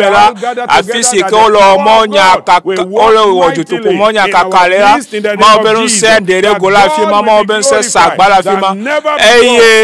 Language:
Ewe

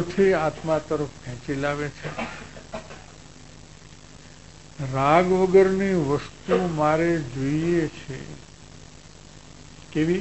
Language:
Gujarati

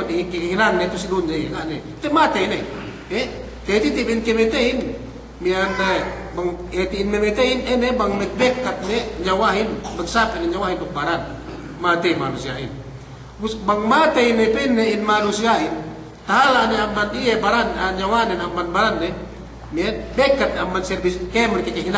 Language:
Yakan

